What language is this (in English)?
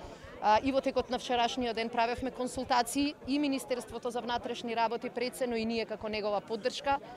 Macedonian